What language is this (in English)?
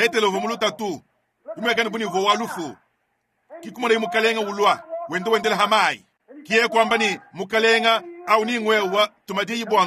Luba-Lulua